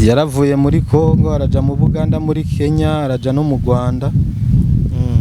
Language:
Rundi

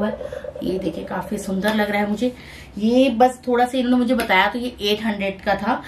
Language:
Hindi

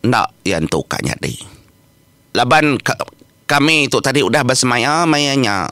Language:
Iban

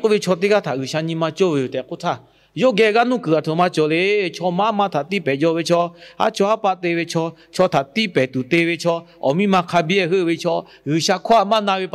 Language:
Lahu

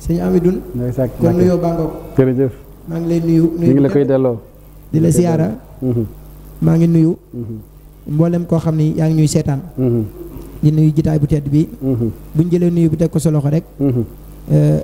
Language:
Wolof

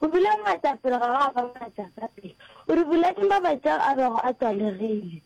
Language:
Northern Sotho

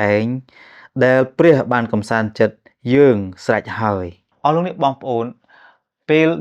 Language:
Khmer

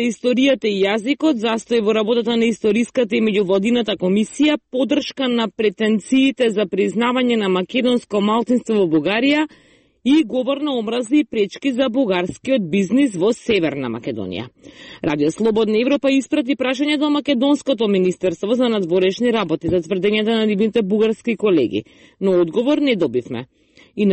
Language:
Macedonian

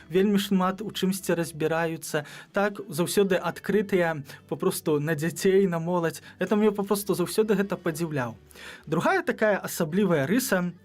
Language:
Belarusian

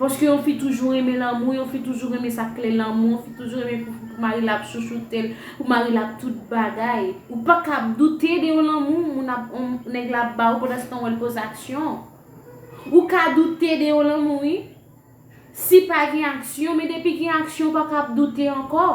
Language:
Haitian Creole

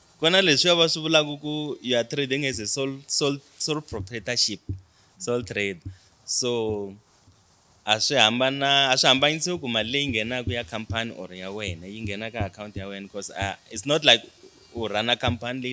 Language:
Tsonga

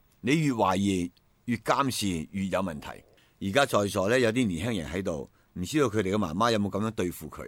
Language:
Cantonese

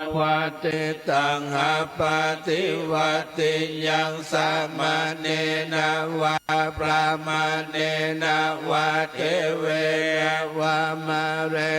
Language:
Pali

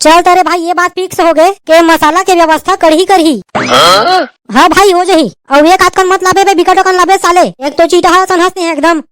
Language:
Chhattisgarhi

